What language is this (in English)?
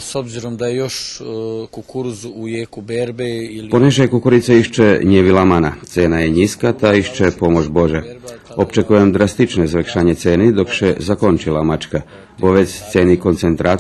Rusyn